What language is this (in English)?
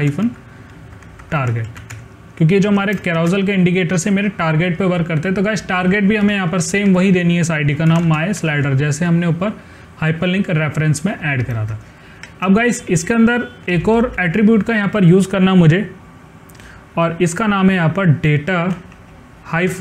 Hindi